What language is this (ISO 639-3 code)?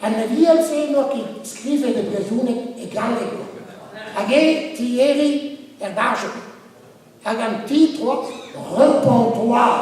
bre